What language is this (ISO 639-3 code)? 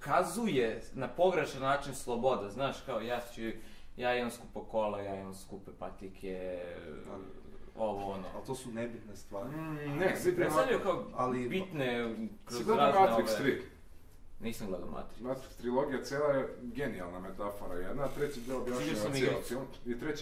srp